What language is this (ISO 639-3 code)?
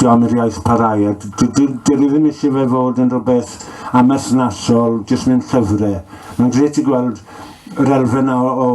cym